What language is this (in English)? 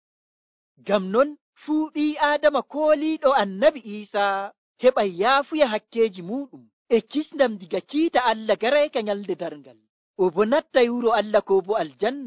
Nigerian Fulfulde